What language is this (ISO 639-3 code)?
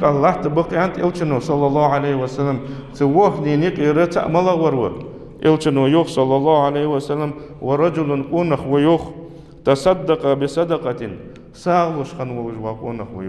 inh